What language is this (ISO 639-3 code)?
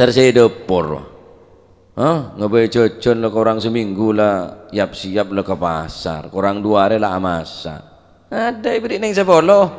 mad